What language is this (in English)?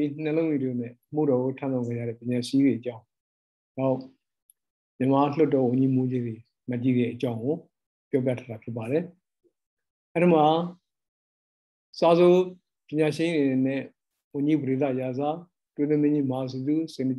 Burmese